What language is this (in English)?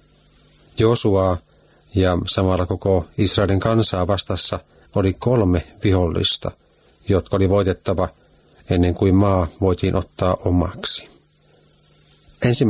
Finnish